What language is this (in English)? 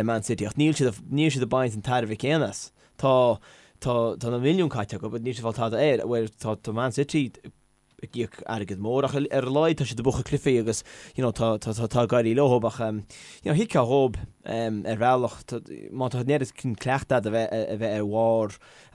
Irish